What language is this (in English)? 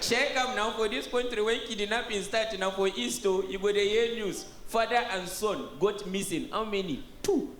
Nigerian Pidgin